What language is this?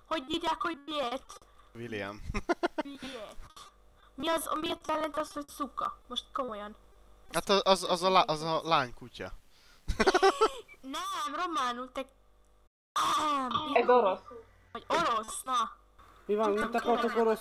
Hungarian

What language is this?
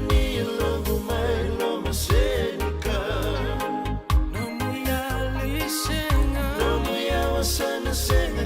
Fijian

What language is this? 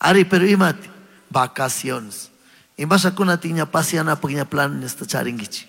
Chimborazo Highland Quichua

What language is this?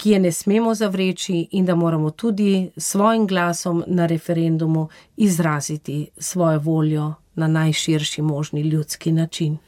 Slovenian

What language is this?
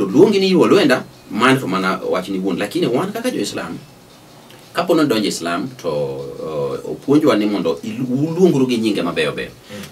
Luo (Kenya and Tanzania)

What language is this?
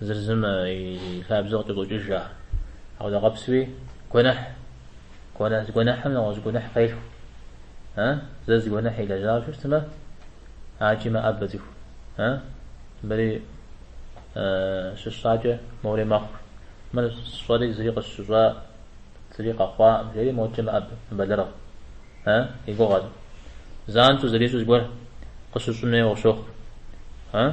Kabardian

